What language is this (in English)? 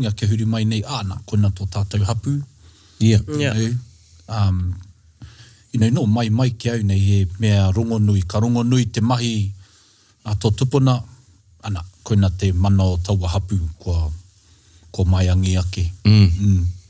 Māori